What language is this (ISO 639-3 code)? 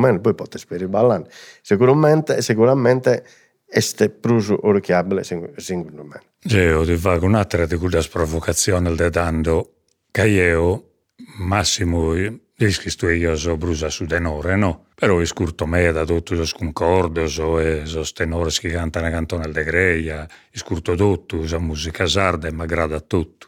srd